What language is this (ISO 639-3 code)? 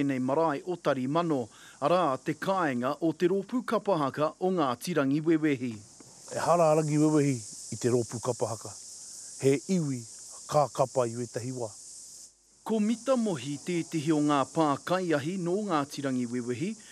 mri